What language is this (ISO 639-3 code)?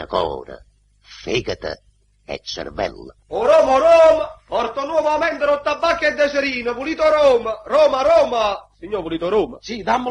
nap